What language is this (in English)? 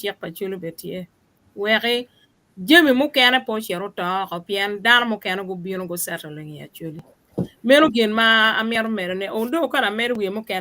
Acoli